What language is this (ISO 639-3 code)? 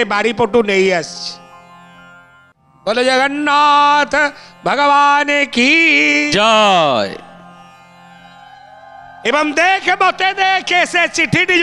ori